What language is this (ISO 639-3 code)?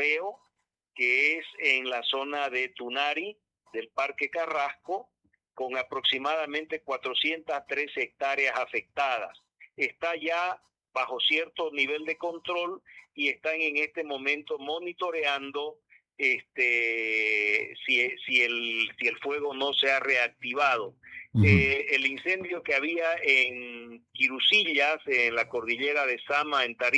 spa